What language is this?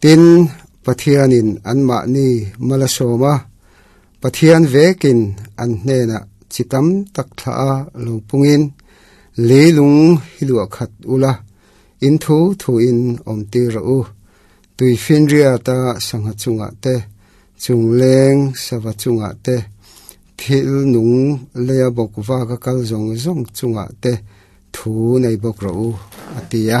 Mizo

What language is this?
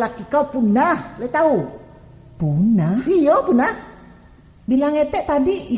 Minangkabau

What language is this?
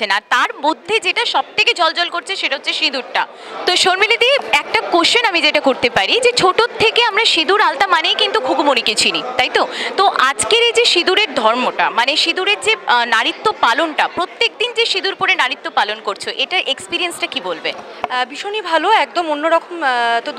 Bangla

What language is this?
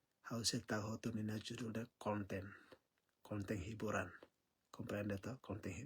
Tetum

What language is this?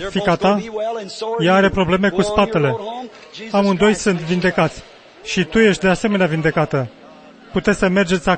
Romanian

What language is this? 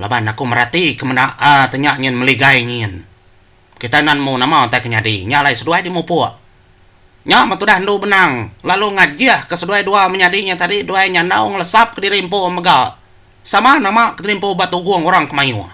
Iban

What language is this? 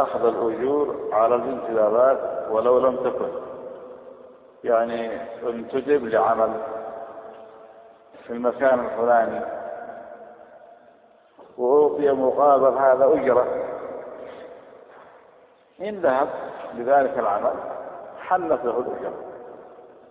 Arabic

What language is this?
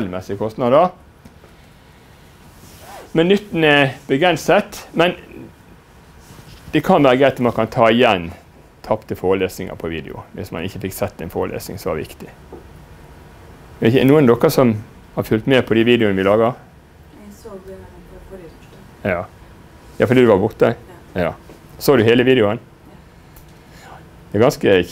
Norwegian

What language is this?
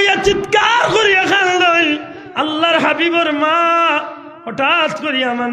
Sylheti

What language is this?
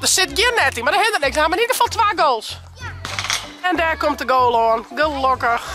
Western Frisian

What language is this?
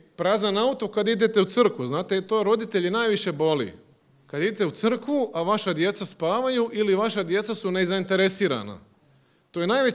Croatian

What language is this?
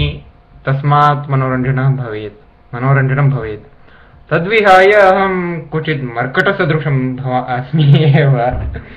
Sanskrit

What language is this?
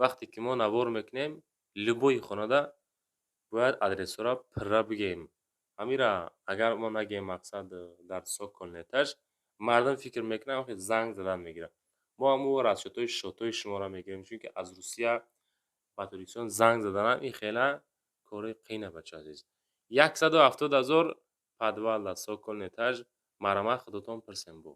Tajik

